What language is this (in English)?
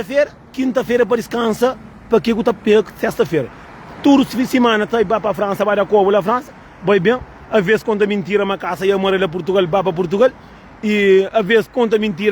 Kabuverdianu